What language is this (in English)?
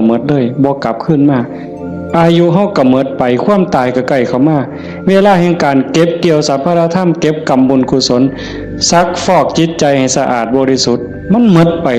Northeastern Thai